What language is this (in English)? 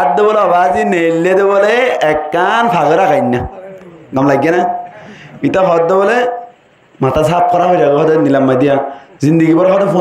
Rohingya